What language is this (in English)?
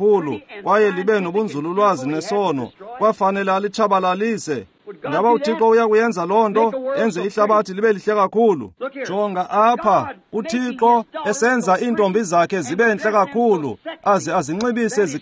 Xhosa